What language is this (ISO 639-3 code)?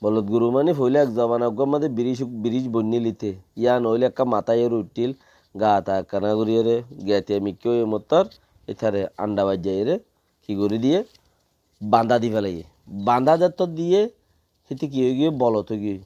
rhg